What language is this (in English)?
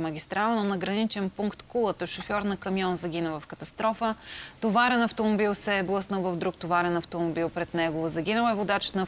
Bulgarian